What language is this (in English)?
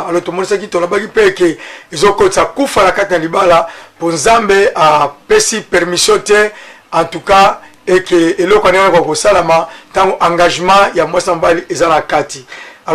Lingala